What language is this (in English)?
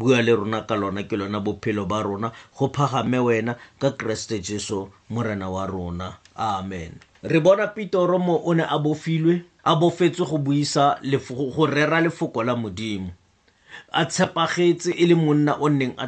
Tswana